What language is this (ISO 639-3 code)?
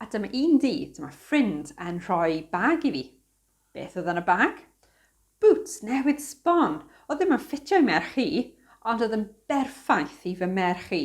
cym